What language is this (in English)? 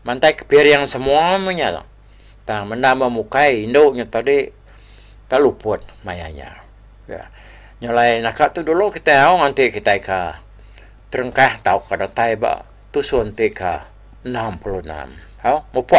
Iban